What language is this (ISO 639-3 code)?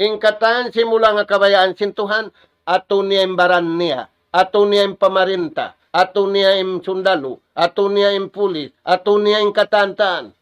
tsg